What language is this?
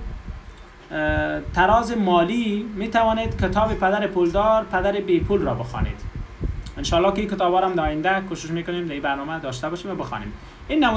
Persian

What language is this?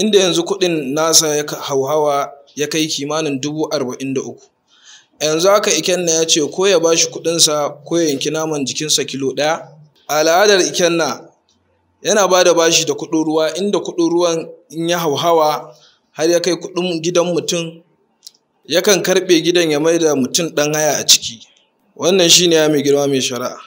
Hausa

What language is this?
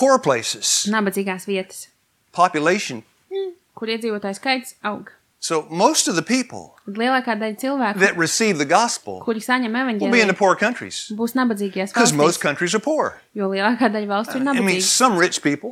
Latvian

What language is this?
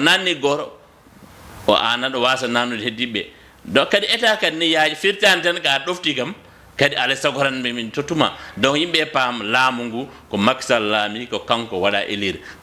Fula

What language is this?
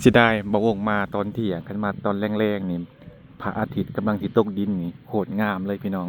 Lao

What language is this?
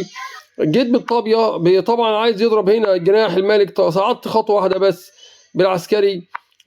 Egyptian Arabic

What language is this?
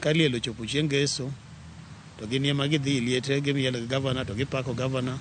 Luo (Kenya and Tanzania)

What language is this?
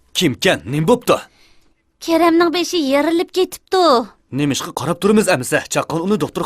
Uyghur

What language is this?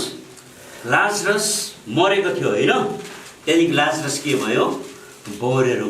Nepali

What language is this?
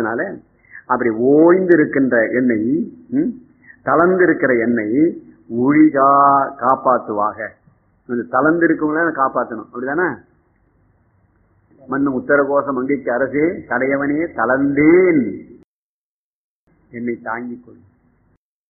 Tamil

